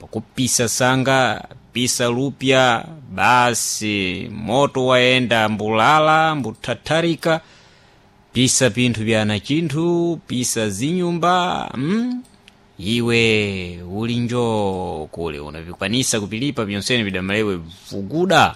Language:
Sena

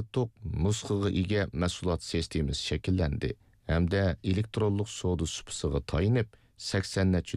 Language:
Uyghur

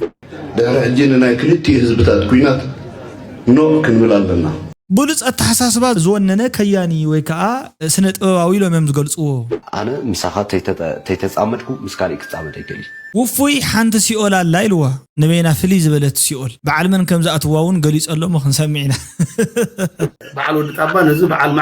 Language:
Tigrinya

